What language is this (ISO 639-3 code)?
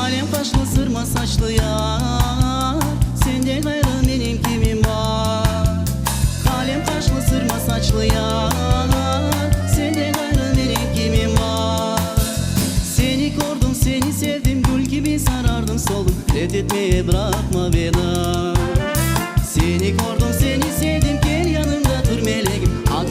crh